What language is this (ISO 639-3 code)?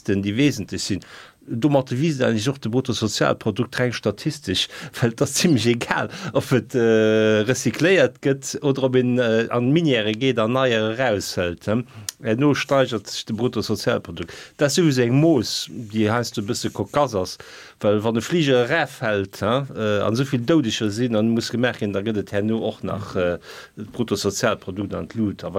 ltz